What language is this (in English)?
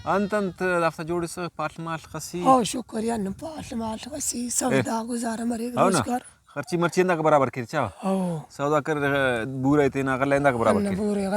Brahui